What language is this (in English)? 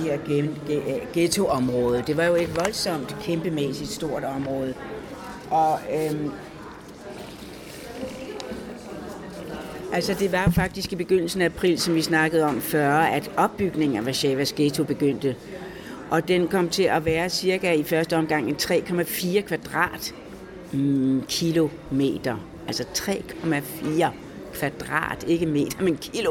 Danish